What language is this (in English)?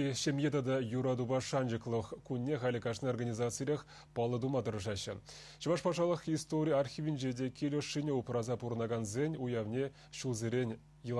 Chuvash